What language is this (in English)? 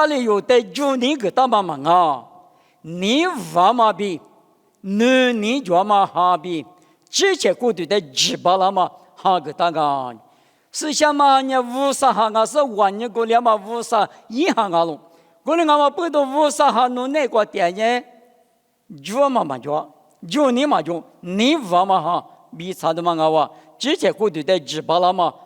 Lisu